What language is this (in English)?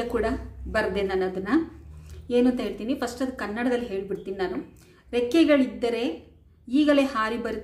Kannada